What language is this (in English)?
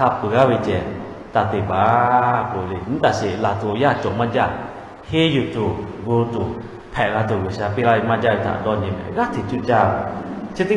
Lahu